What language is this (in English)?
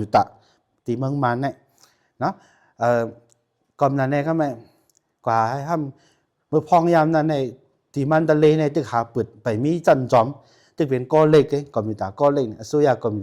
Shan